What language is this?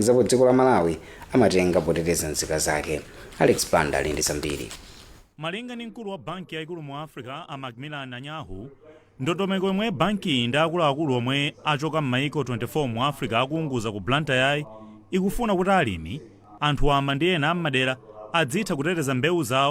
Nyanja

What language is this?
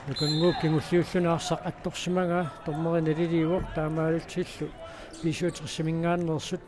Kalaallisut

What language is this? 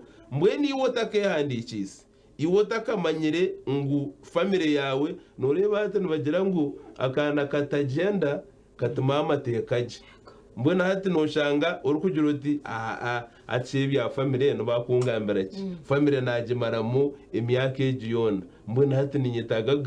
Nyankole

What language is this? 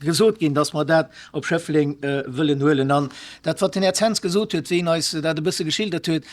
Luxembourgish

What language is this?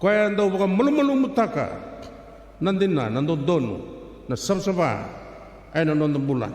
Fijian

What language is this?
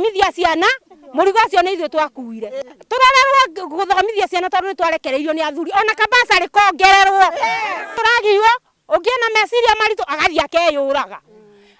Kikuyu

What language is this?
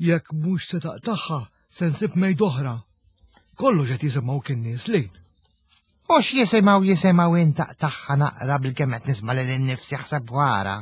Maltese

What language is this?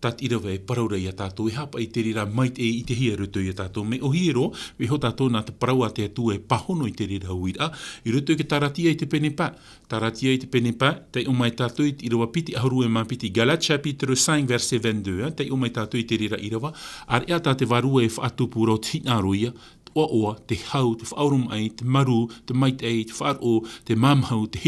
Tahitian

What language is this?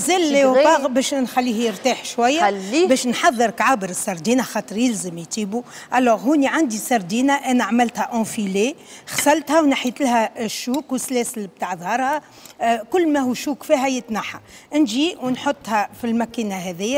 Tunisian Arabic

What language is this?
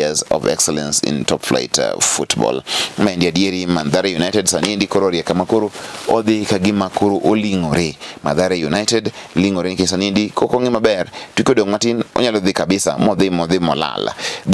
Luo (Kenya and Tanzania)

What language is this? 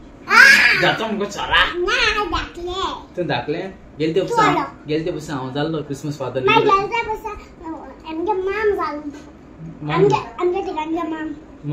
Konkani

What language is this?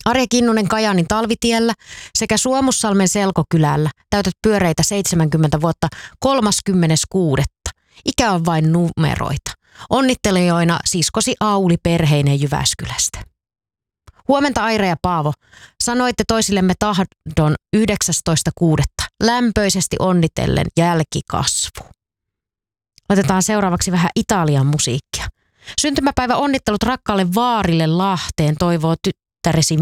Finnish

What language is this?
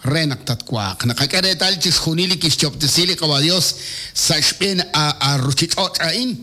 Kekchí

